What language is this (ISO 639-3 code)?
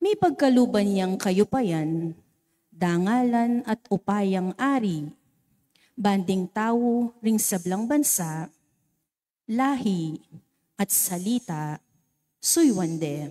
pam